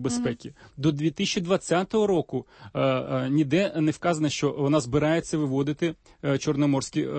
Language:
Ukrainian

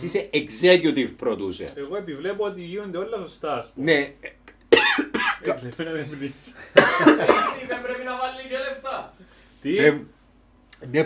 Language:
Greek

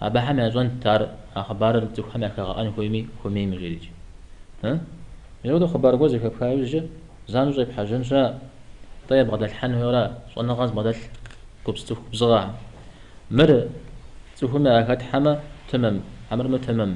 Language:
Kabardian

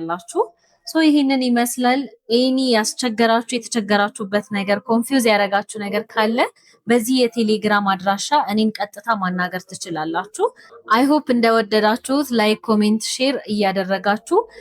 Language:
Amharic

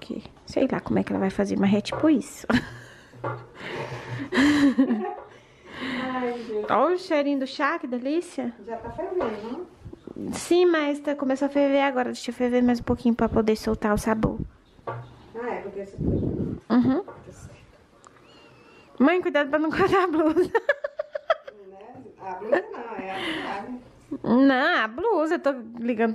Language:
Portuguese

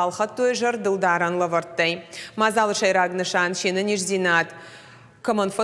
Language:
Ossetic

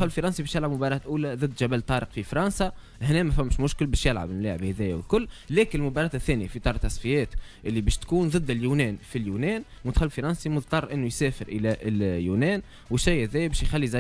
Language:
Tunisian Arabic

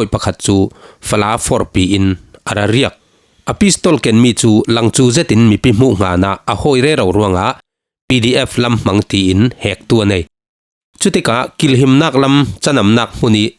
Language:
Falam Chin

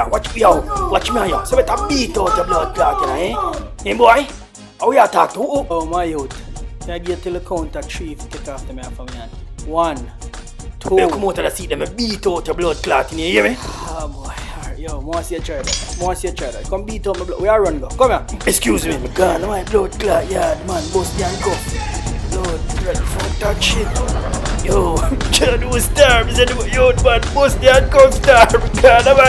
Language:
Jamaican Creole English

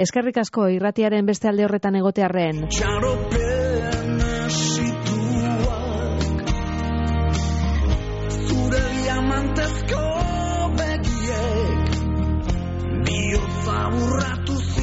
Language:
Basque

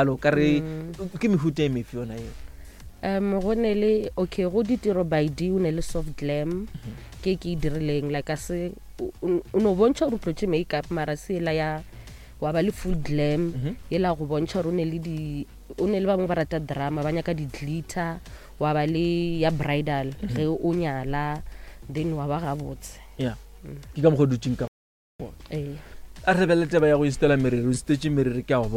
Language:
Northern Sotho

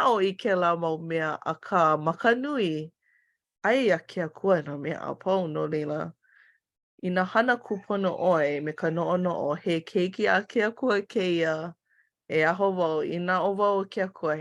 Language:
Hawaiian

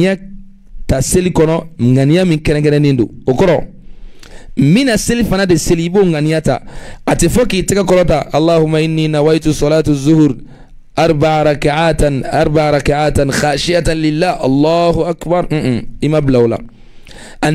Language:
Bambara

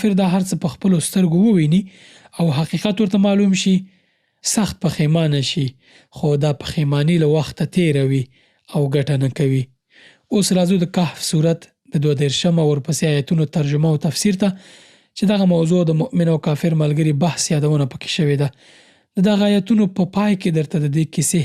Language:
Pashto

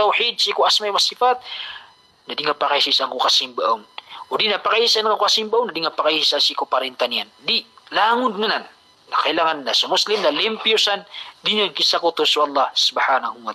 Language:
Maranao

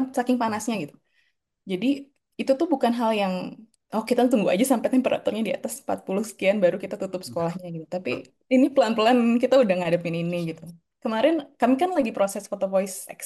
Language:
Indonesian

